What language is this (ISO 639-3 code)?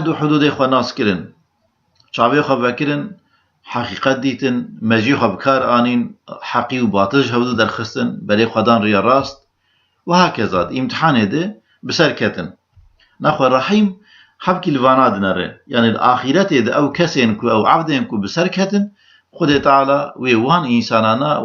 kur